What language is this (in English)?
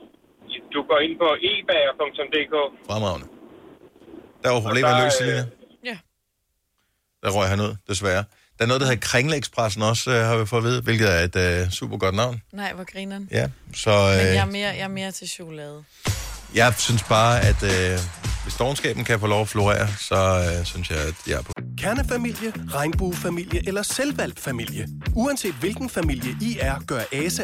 Danish